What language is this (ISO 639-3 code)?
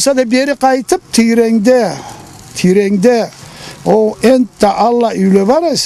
krc